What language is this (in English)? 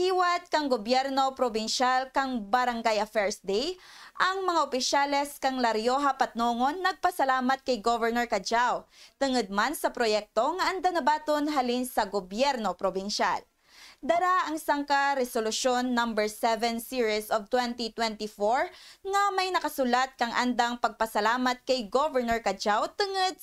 Kinaray-a